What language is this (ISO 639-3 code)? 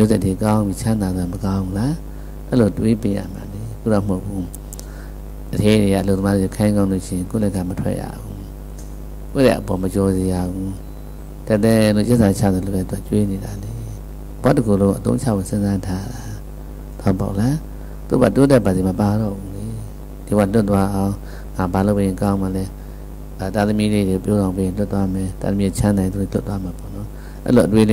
mya